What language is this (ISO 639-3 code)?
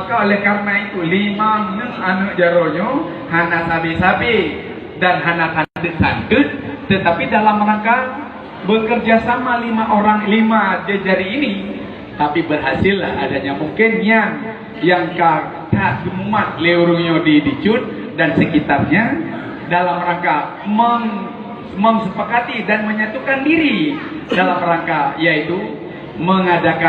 ace